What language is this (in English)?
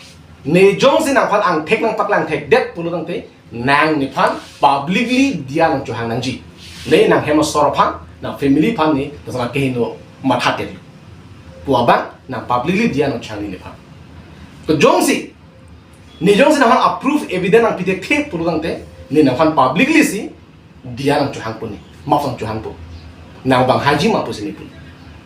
Karbi